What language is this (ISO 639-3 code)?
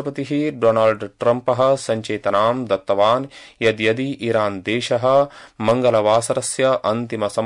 san